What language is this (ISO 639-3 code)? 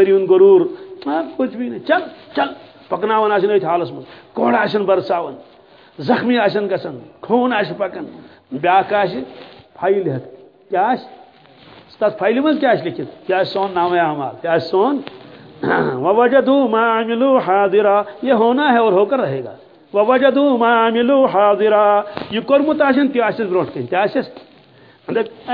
kas